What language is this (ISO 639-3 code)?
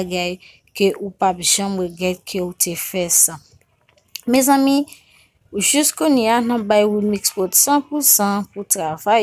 hat